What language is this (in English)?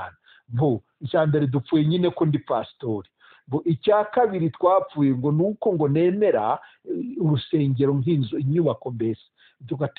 Kinyarwanda